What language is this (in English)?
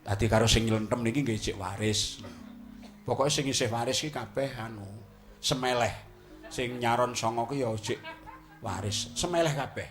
Javanese